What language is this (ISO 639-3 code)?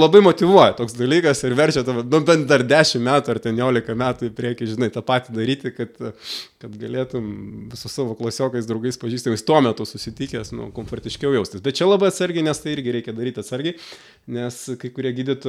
lit